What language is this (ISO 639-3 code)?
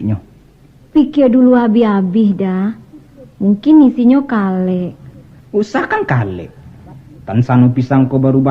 min